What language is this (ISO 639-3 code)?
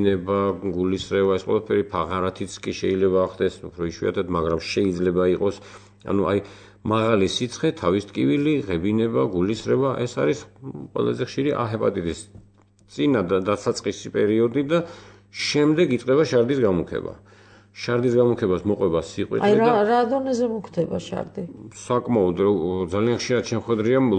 kat